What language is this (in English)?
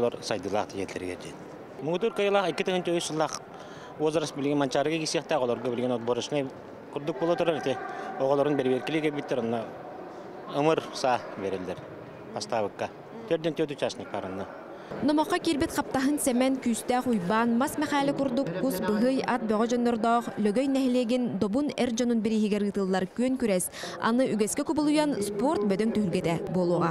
Yakut